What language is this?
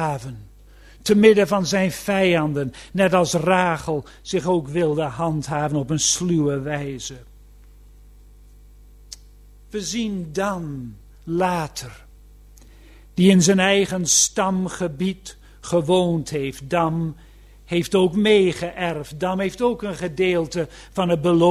Dutch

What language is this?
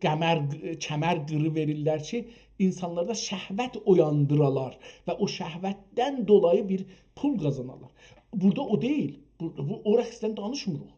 South Azerbaijani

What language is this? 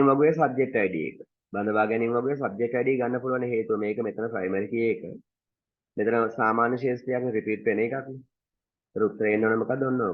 Sinhala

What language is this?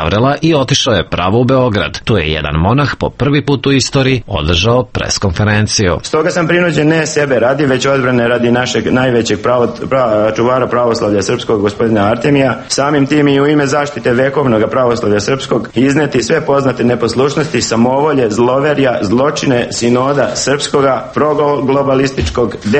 Serbian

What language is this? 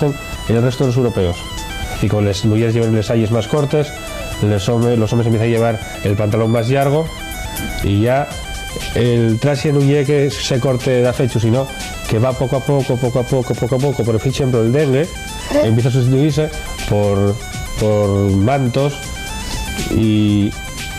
Asturian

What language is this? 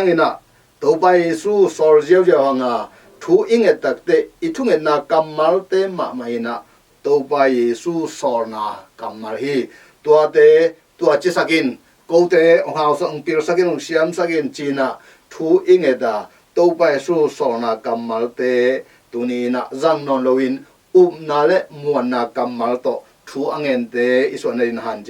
Tedim Chin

